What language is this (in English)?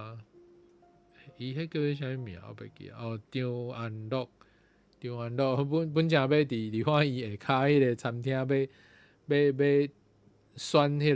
Min Nan Chinese